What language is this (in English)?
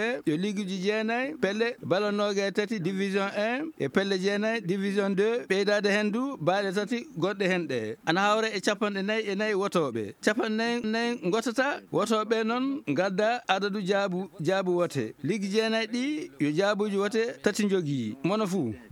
Fula